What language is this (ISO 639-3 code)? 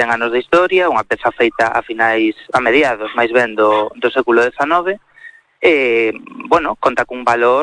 glg